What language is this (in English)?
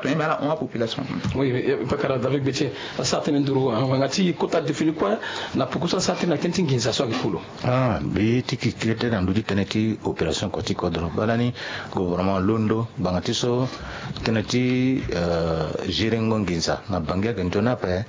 Sango